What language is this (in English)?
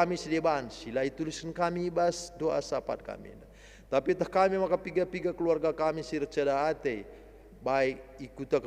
Batak Karo